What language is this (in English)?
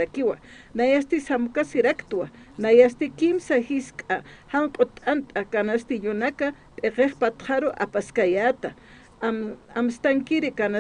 Aymara